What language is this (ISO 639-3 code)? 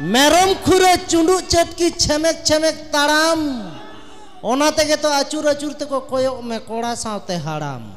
sat